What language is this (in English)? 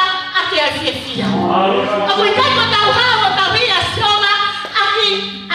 Tongan